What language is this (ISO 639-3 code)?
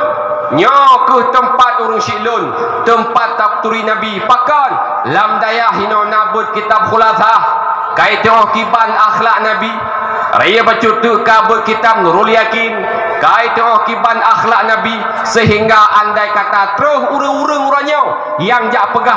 ace